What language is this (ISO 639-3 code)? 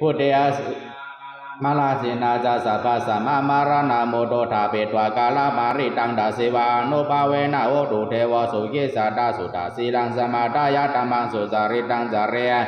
pli